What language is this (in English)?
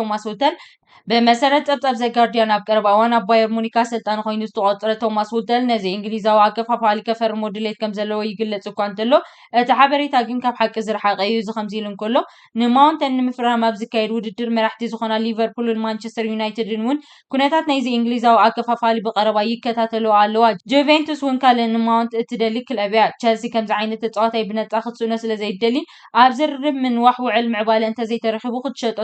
Tigrinya